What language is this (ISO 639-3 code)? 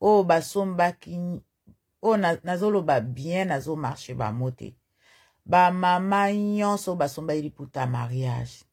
lin